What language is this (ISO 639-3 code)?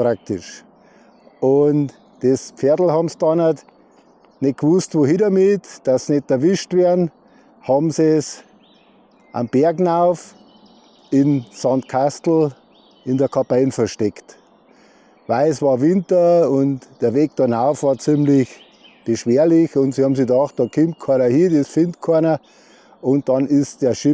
bar